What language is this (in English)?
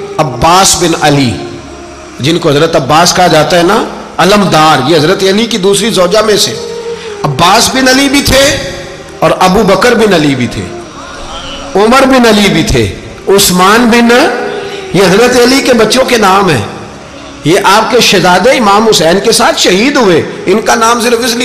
Urdu